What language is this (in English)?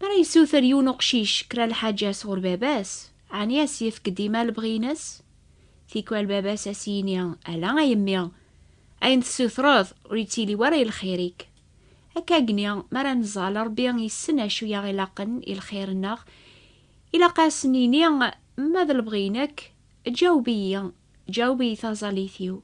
Kabyle